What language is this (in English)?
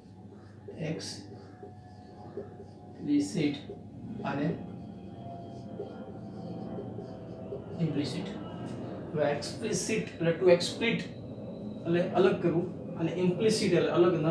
Gujarati